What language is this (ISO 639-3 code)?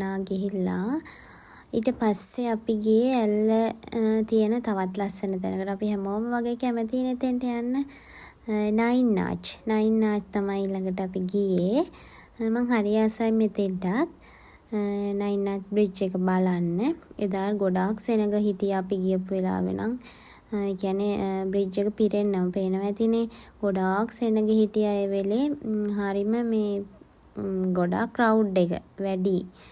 sin